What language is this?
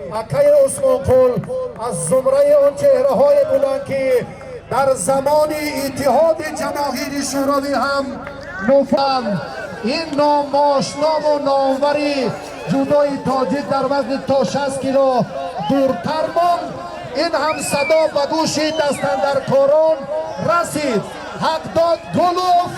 Tajik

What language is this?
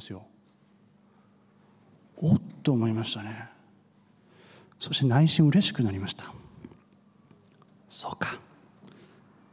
Japanese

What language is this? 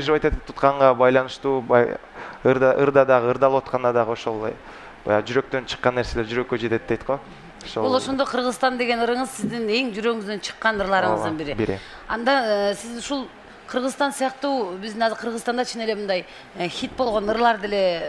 Kyrgyz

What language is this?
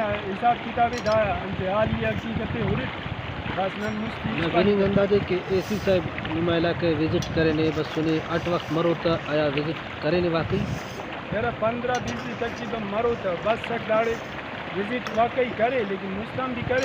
Brahui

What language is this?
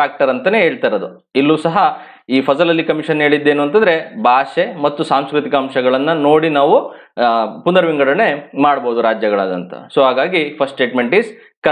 Kannada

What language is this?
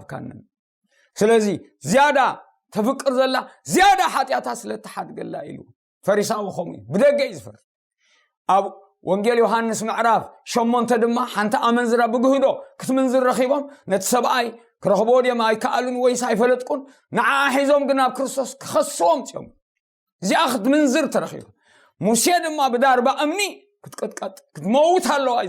Tigrinya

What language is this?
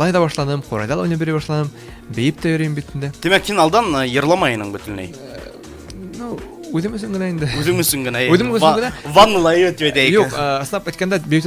Bashkir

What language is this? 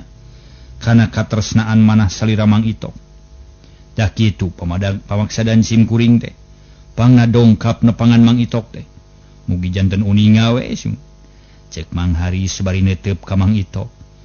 Sundanese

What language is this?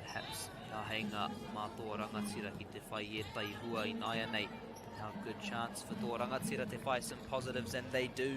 Māori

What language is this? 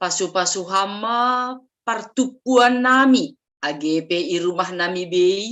Batak Simalungun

